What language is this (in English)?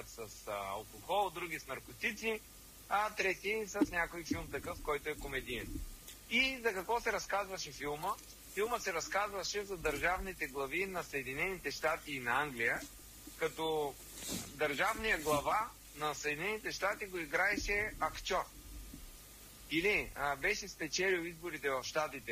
Bulgarian